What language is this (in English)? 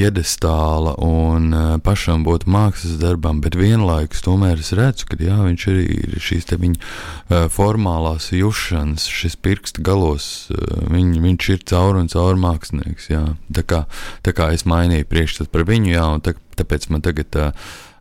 Latvian